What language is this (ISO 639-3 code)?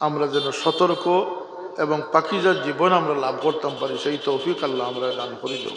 syl